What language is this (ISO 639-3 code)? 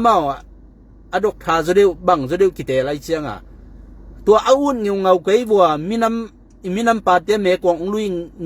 ctd